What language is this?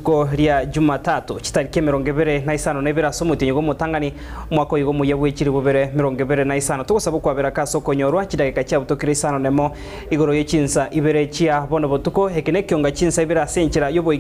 Gusii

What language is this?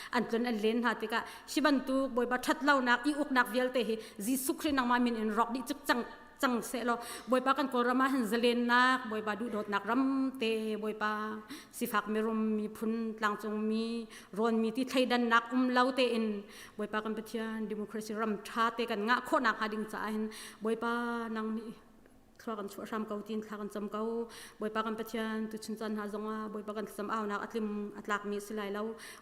Hakha Chin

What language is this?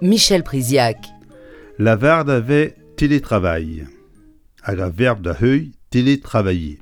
Breton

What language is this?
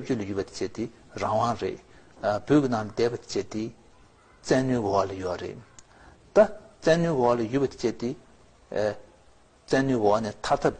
Tibetan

